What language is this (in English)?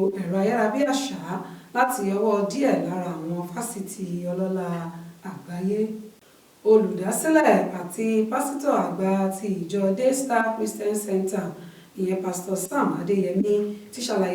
Yoruba